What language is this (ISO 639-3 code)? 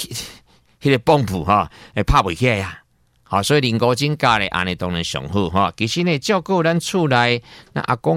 nan